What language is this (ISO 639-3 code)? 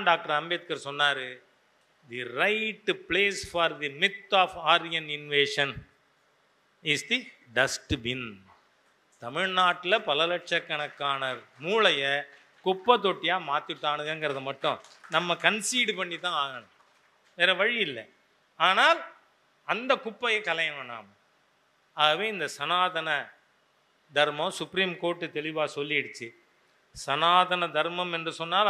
tam